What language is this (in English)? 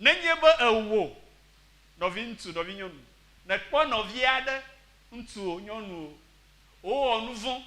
Ewe